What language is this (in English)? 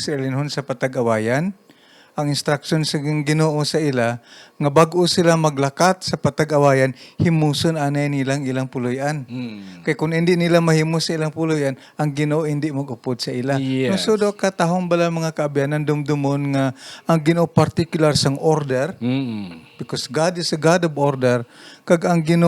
Hiligaynon